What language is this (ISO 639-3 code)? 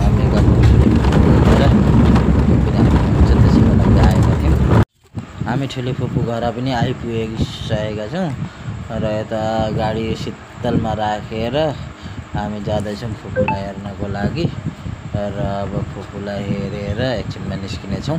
nep